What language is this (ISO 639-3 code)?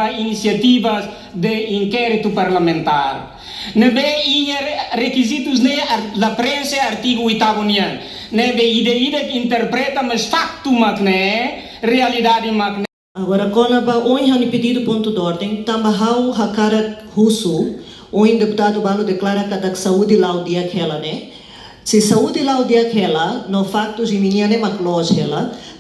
tet